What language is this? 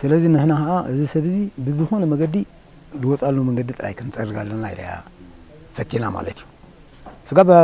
Tigrinya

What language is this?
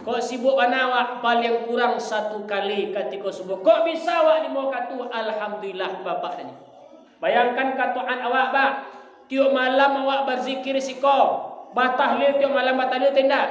Minangkabau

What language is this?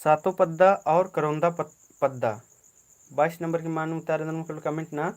Kurukh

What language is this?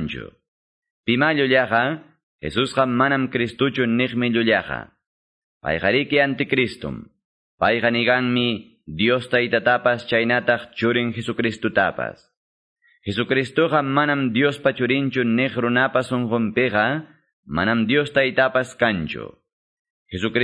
Quechua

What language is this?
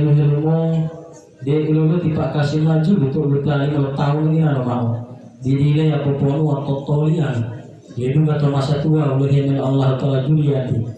Gorontalo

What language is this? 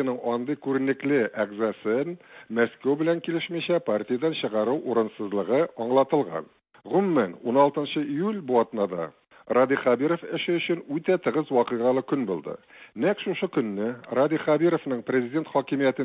Tatar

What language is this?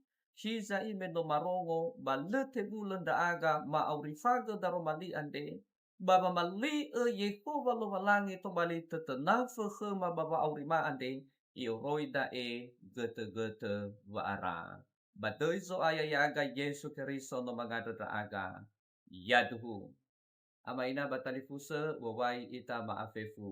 Nias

